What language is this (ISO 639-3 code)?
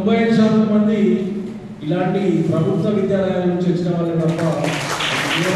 tel